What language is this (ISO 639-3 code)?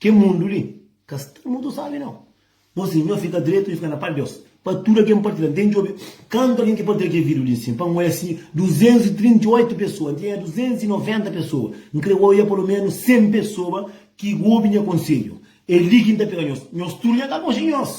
kea